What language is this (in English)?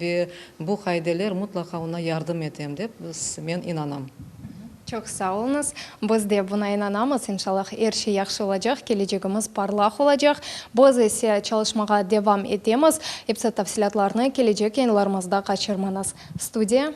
Crimean Tatar